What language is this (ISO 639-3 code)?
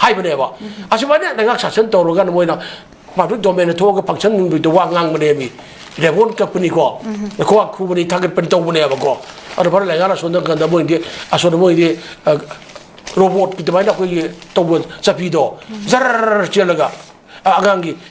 mni